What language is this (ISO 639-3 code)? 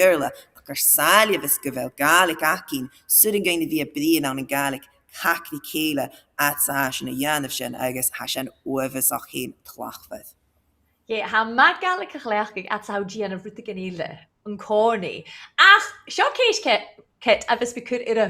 gla